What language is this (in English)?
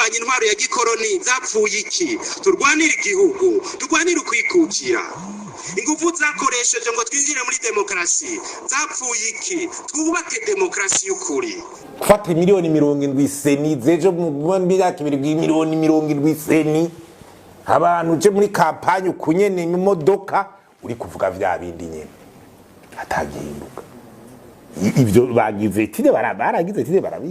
Rundi